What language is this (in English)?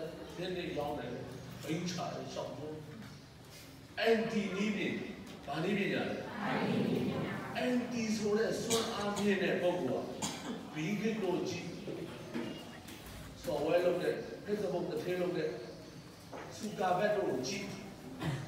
Burmese